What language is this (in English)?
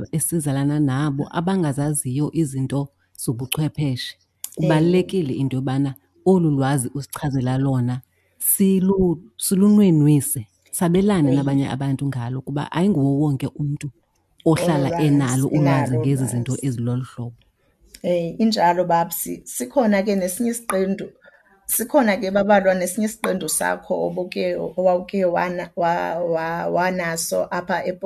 Xhosa